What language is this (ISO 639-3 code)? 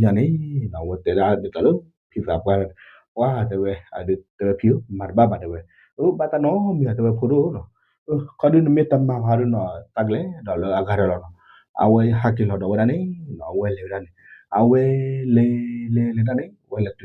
ksw